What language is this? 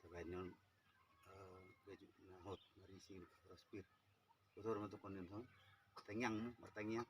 Batak Toba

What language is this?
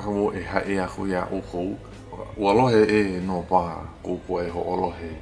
Hawaiian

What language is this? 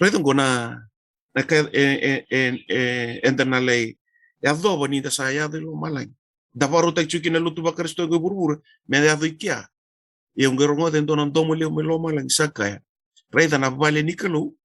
Fijian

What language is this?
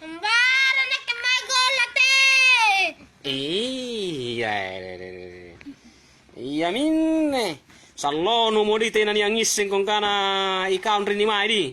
Makasar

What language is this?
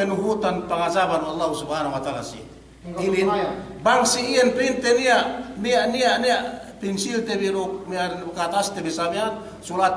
Yakan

